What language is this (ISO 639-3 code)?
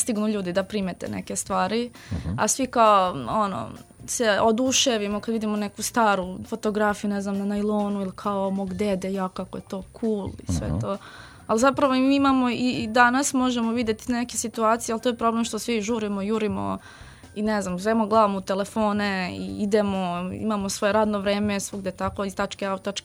srp